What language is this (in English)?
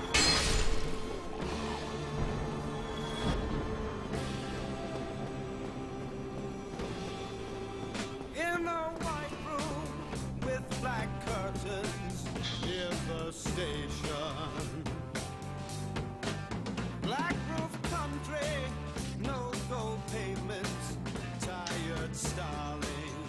English